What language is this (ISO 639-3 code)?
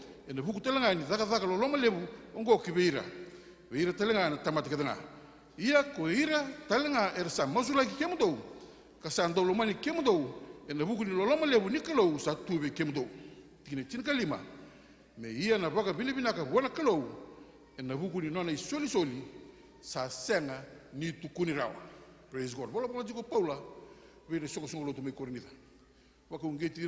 fij